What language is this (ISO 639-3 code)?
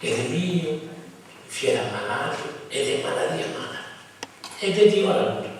srd